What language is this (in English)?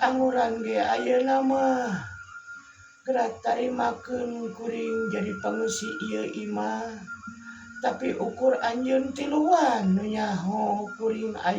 Sundanese